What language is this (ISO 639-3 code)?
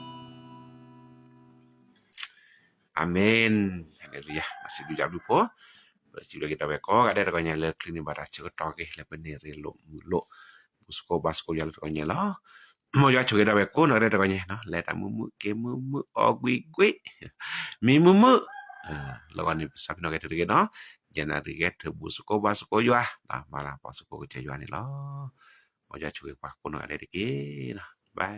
ksw